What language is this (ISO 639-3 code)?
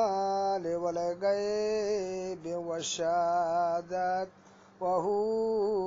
bgp